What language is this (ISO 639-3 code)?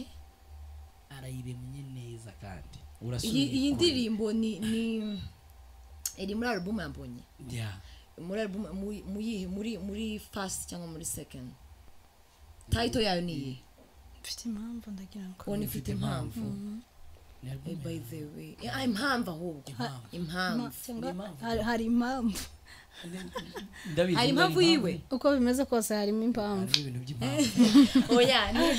kin